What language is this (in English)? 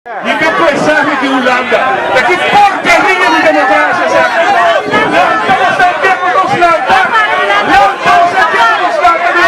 Papiamento